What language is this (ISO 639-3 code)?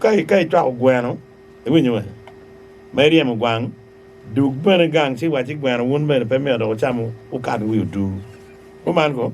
ach